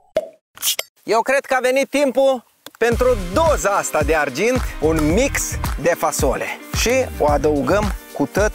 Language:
Romanian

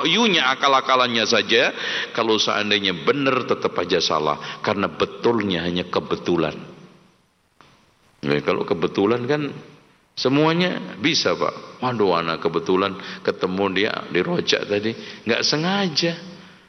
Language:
Indonesian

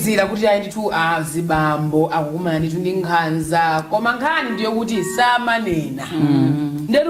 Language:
Nyanja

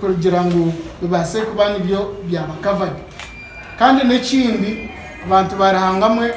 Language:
Nyankole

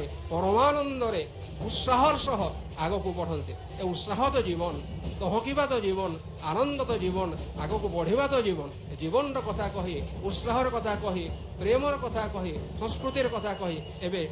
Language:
Odia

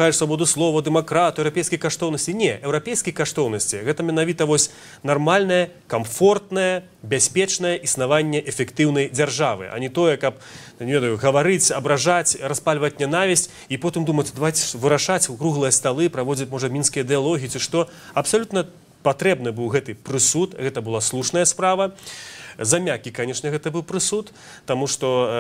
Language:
Belarusian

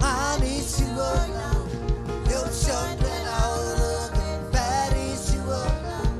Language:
Marshallese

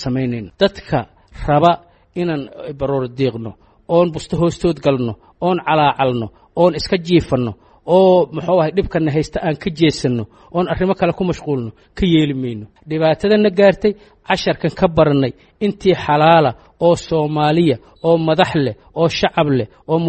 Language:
Somali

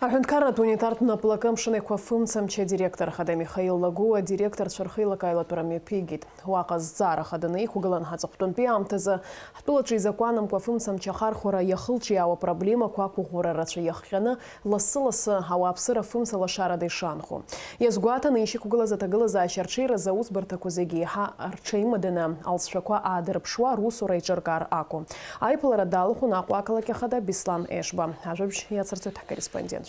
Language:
Abkhazian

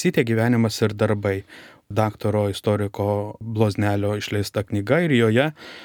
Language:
Lithuanian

